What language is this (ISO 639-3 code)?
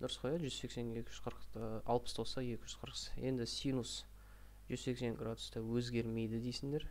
kaz